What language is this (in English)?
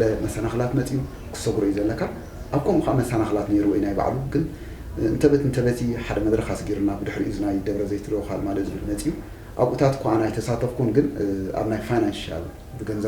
Tigrinya